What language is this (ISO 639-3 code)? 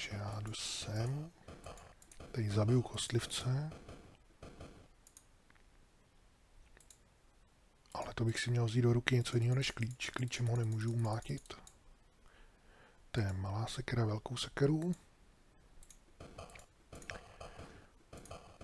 ces